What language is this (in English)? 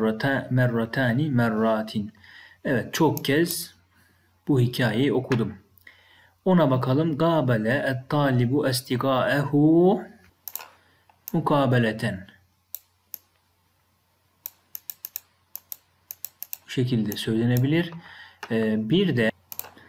Turkish